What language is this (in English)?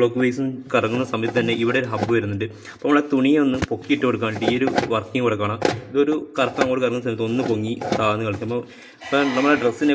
Malayalam